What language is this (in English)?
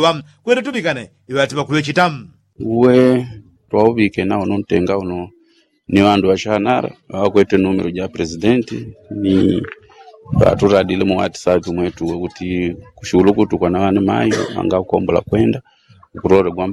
Yao